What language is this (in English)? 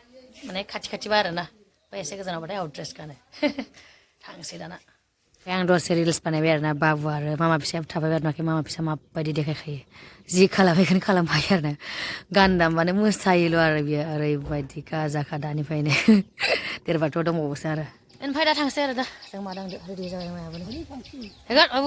Bodo